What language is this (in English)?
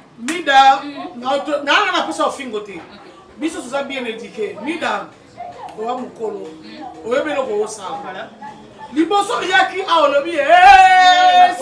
Lingala